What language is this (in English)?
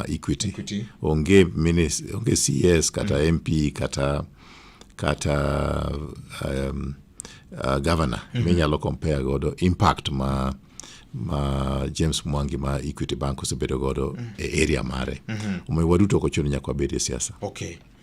Luo (Kenya and Tanzania)